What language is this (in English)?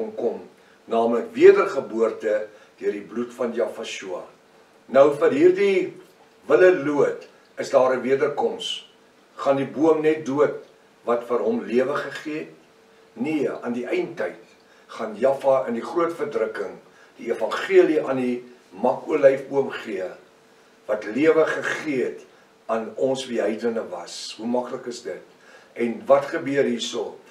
Afrikaans